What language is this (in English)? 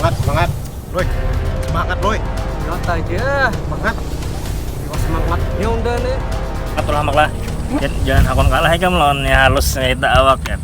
Banjar